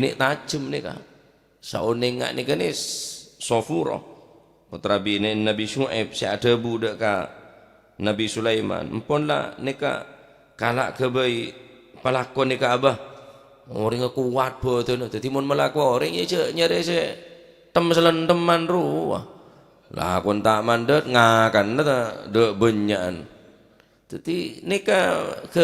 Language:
Madurese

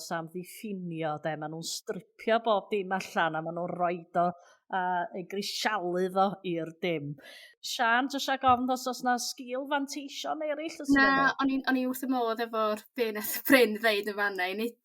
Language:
Welsh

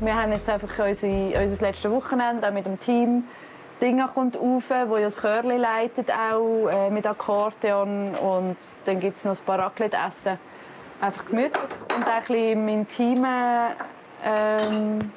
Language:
Swiss German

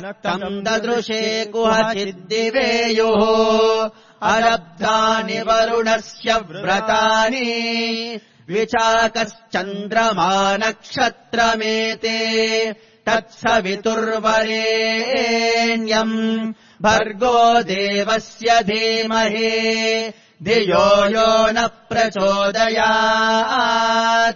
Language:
Sanskrit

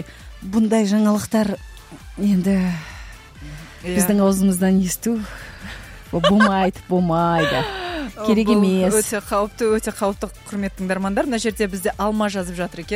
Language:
Kazakh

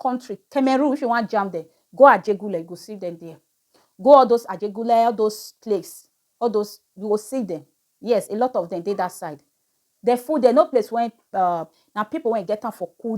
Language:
Nigerian Pidgin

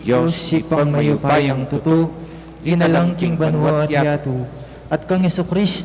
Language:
Pampanga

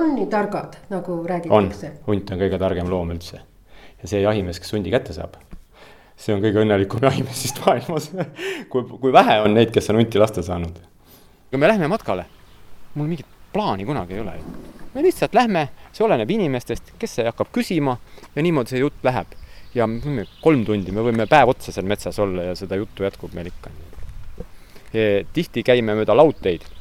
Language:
Estonian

